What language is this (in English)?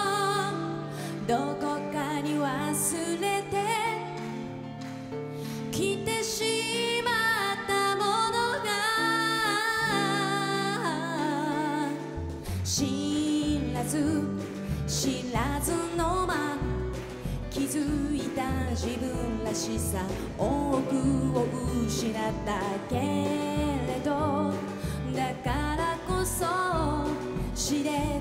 Japanese